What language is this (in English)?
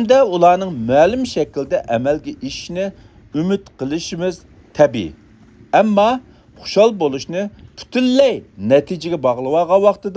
Uyghur